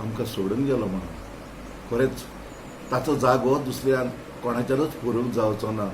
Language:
Konkani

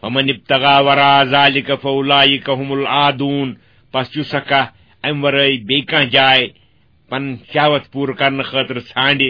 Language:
Kashmiri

